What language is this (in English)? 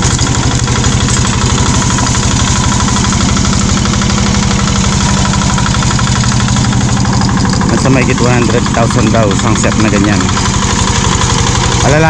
Filipino